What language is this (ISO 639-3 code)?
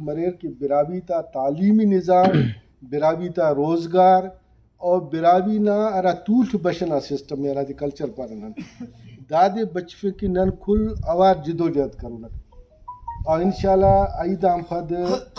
brh